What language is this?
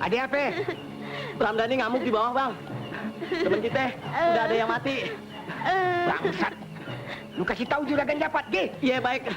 Betawi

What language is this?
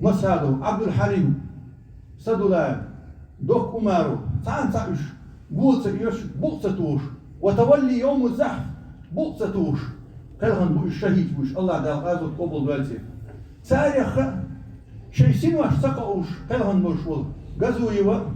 Chechen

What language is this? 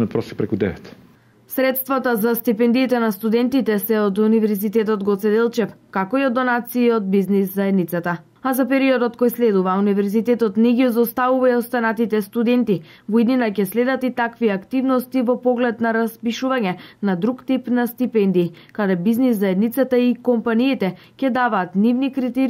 Macedonian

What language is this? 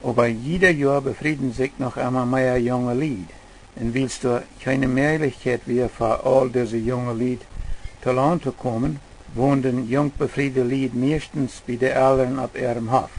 Plautdietsch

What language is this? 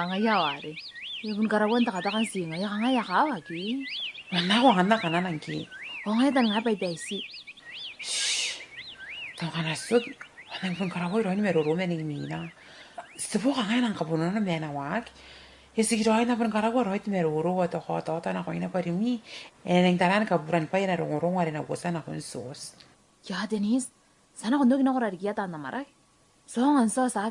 Gilbertese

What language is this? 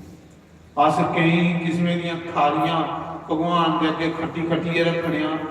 Dogri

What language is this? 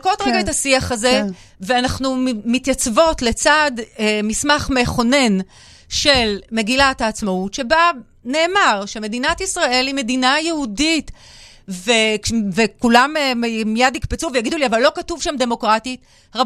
Hebrew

